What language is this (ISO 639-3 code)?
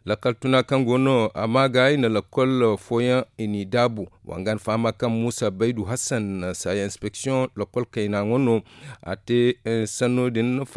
dje